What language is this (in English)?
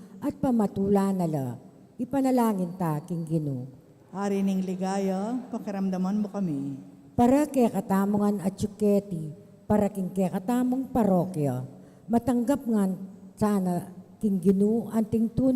Pampanga